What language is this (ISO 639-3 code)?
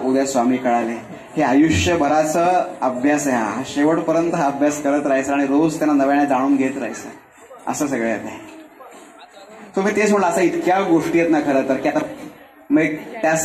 mar